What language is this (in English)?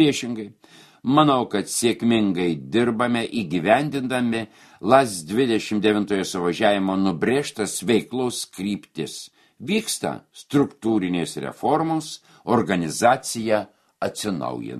Lithuanian